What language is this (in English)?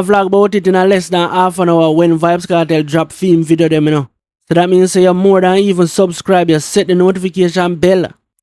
Jamaican Creole English